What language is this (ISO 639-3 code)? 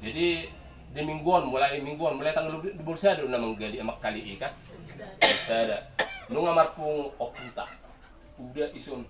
bbc